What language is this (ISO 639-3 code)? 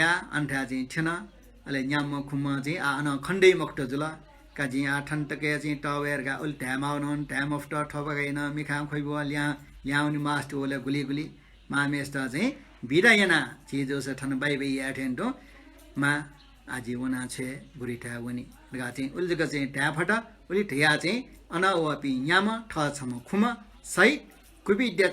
new